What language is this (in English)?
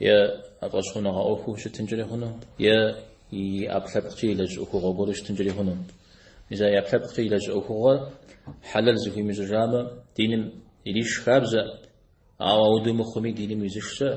Kabardian